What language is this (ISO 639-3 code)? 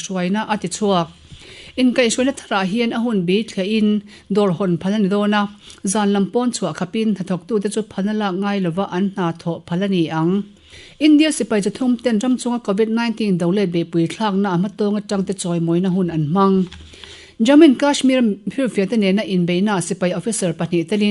lus